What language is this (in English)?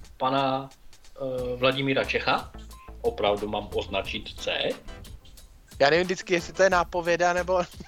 Czech